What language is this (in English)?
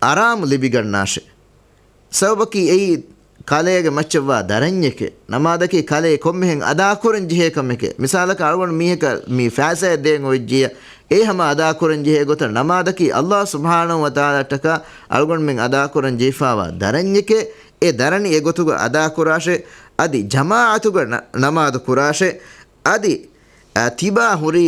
Divehi